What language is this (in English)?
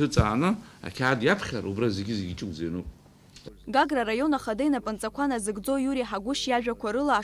Abkhazian